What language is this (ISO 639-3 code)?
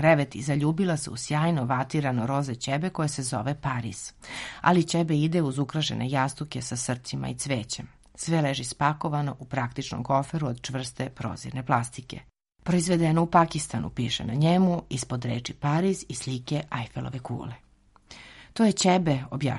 srp